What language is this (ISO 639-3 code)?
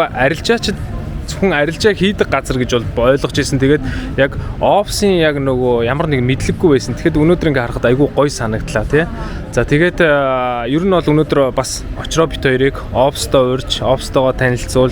mon